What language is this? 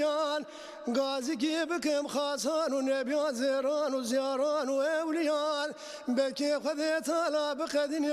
Zaza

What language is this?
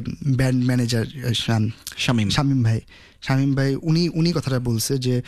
Bangla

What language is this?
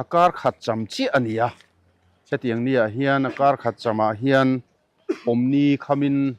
Mizo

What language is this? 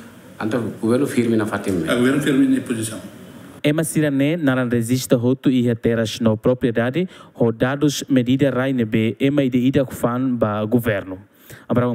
Tetum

